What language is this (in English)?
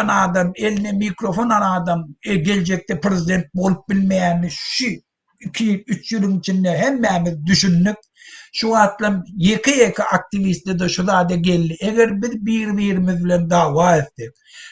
Turkmen